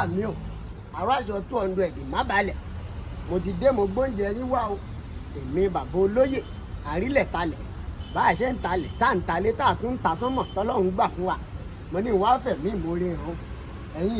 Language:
Yoruba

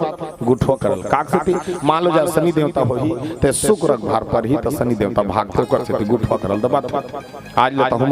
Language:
Chhattisgarhi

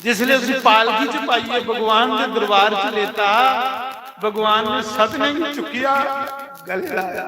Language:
Dogri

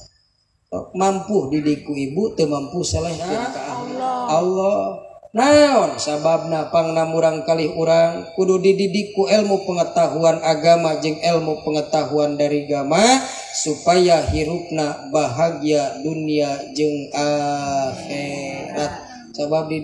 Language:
Sundanese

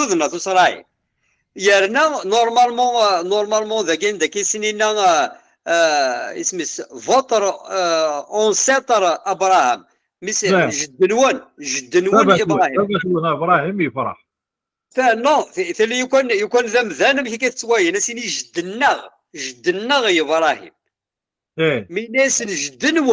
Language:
Kabyle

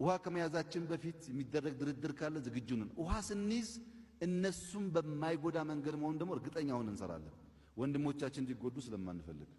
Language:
Amharic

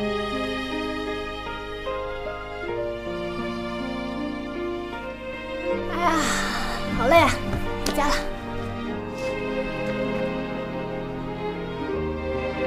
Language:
Chinese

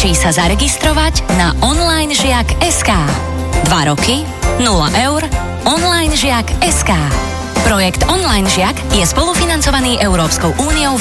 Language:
Slovak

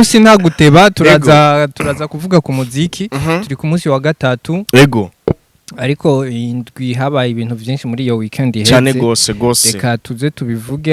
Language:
Rundi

